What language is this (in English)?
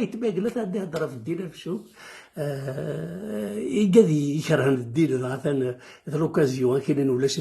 Kabyle